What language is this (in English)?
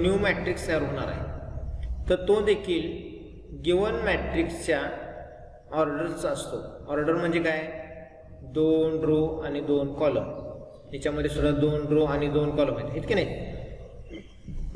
Marathi